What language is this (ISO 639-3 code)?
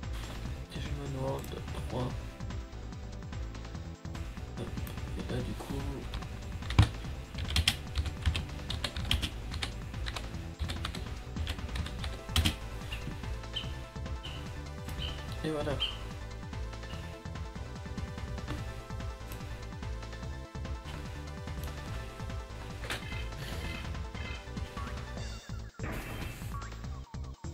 fra